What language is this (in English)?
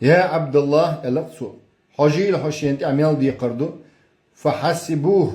Chechen